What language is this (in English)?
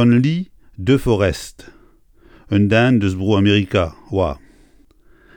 Breton